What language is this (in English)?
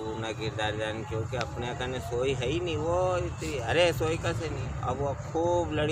Rajasthani